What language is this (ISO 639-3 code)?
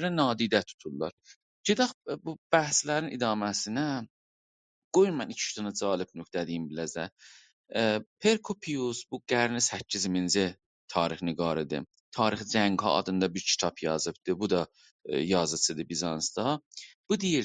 azb